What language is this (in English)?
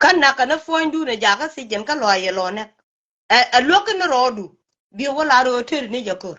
Nuer